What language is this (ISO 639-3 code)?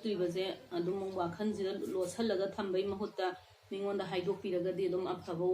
mni